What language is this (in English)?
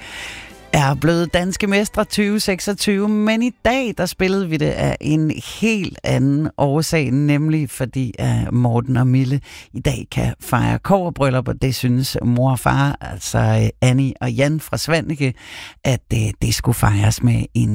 Danish